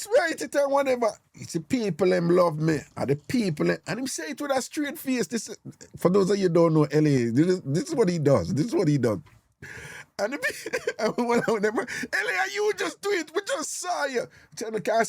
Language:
Jamaican Creole English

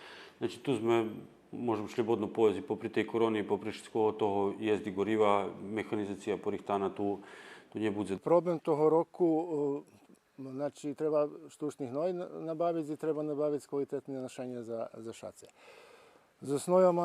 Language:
Rusyn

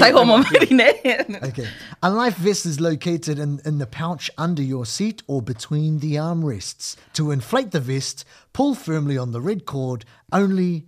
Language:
Māori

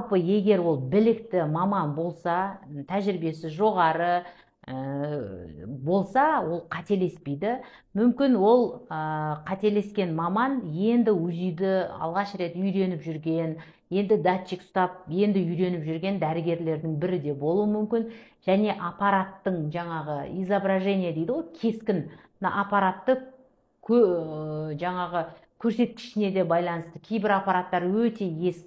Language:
Kazakh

